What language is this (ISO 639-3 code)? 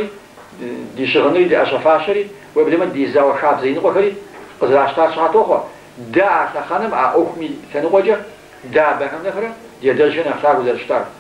kbd